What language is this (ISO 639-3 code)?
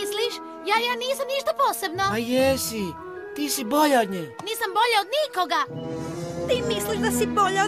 hrv